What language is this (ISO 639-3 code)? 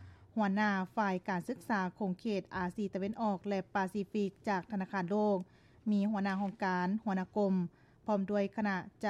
lao